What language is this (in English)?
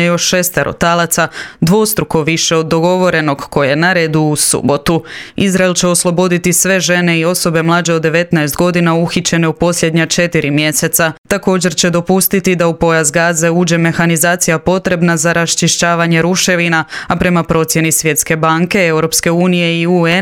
Croatian